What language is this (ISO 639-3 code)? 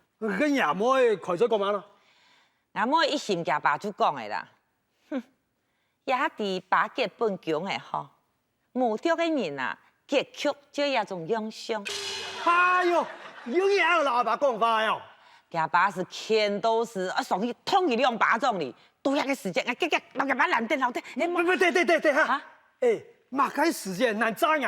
hak